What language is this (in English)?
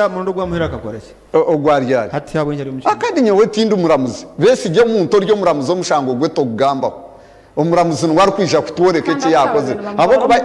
Nyankole